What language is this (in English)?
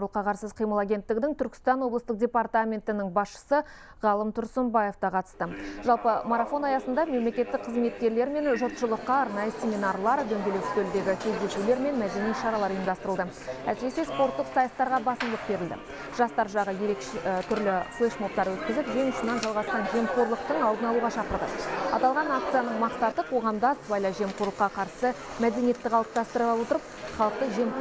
Kazakh